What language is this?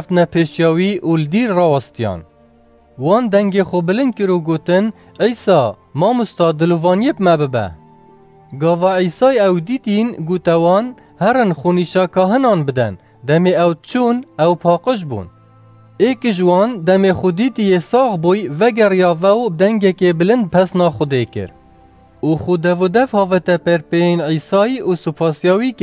Kurdish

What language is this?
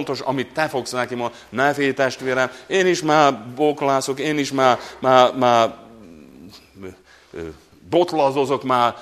Hungarian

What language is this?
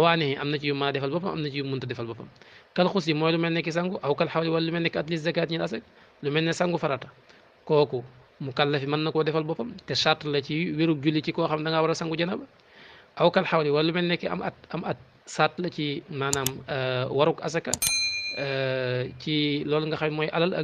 Wolof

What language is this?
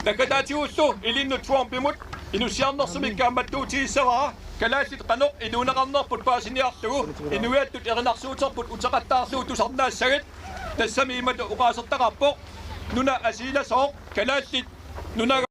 Kalaallisut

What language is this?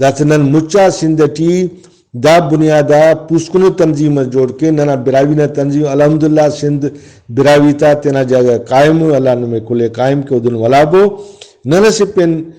Brahui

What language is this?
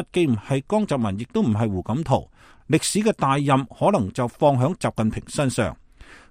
Cantonese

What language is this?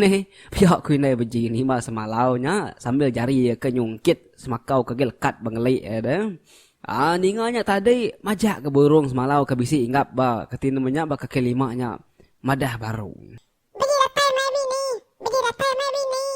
Iban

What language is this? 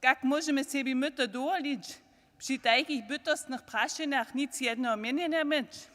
Upper Sorbian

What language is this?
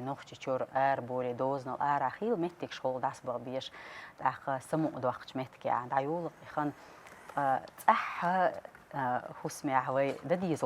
Chechen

